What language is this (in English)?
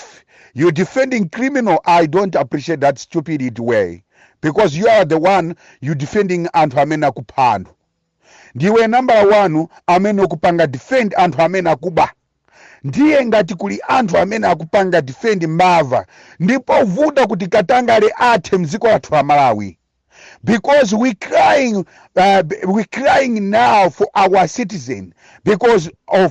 Nyanja